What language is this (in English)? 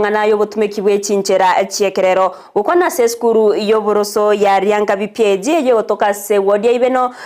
Gusii